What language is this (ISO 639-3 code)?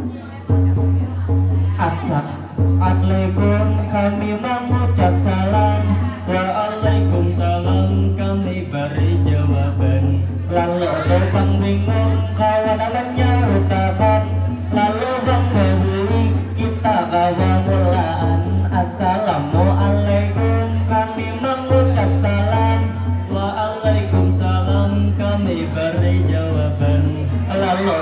bjn